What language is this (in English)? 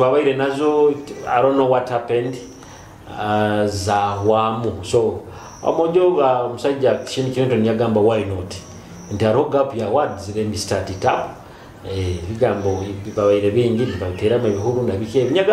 Nyoro